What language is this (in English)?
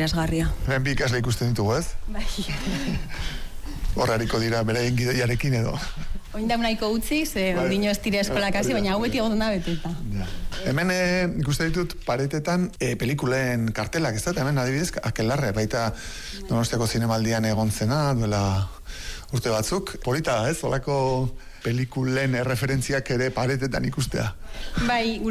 Basque